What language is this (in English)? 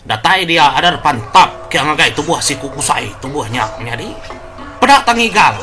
Iban